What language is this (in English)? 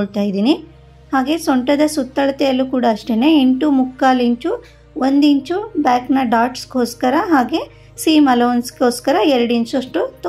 Kannada